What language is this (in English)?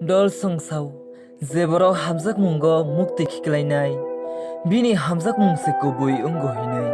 Kok Borok